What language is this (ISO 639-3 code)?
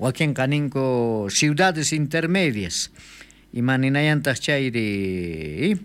quh